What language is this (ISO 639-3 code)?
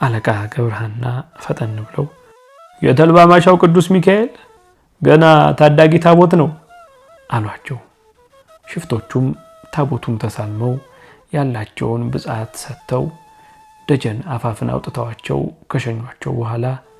amh